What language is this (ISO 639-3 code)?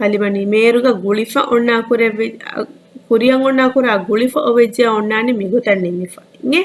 div